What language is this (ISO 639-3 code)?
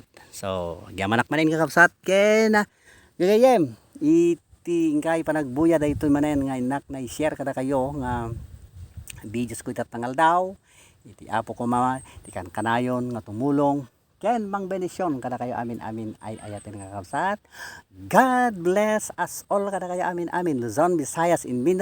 ilo